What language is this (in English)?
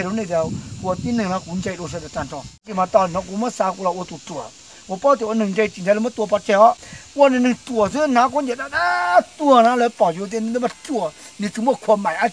Hmong